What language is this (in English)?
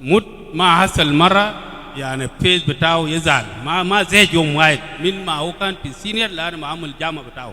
Nuer